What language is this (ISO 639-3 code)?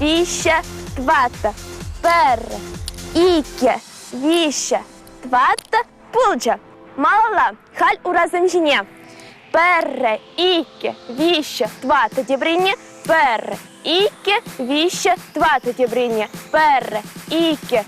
chv